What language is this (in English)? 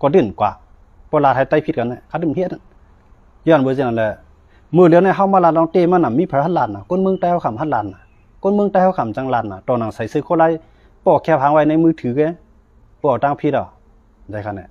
Shan